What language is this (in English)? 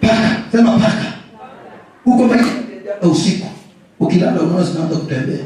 Swahili